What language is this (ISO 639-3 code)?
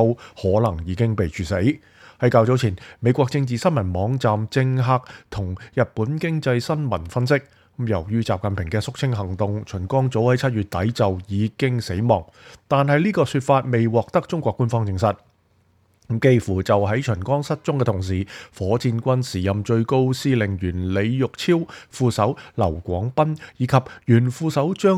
yue